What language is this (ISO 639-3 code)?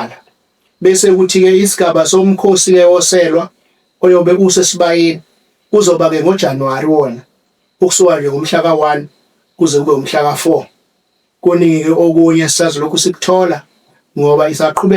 zul